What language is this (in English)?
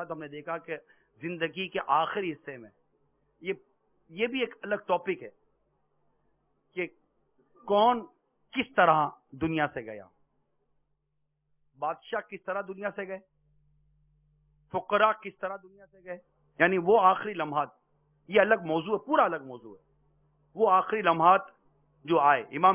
Urdu